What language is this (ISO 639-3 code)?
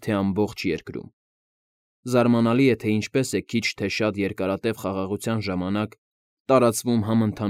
hye